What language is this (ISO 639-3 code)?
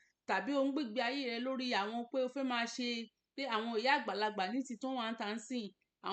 yor